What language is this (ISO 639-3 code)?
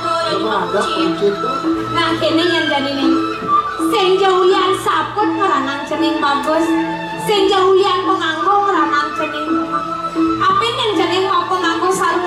ban